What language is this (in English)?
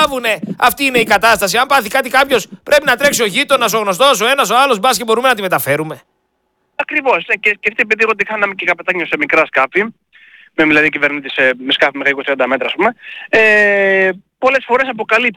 Greek